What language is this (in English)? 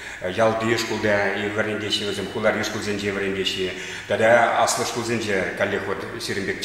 Chuvash